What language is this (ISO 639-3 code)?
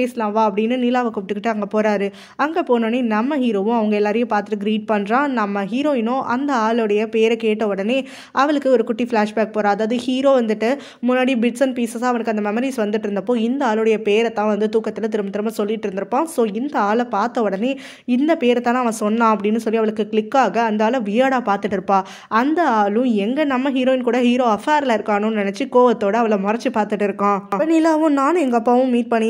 tam